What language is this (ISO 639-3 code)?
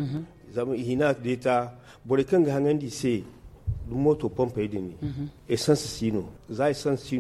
dje